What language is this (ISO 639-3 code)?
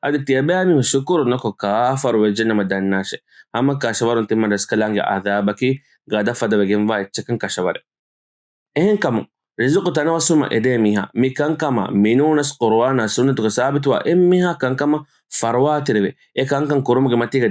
div